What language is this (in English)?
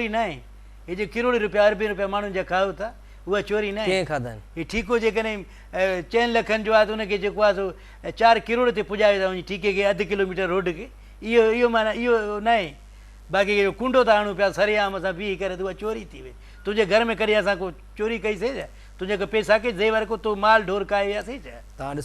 Sindhi